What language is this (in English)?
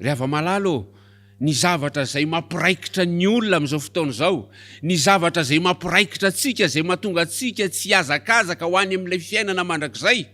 Malagasy